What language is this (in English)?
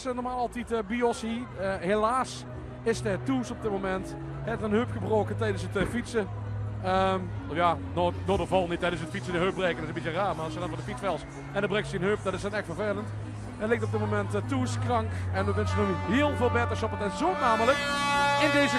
Limburgish